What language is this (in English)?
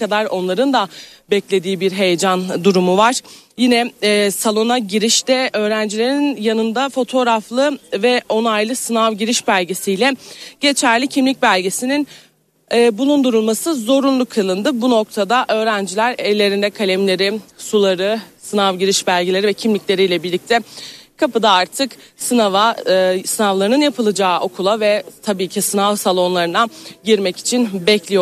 Turkish